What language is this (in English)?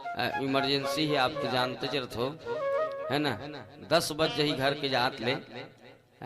Chhattisgarhi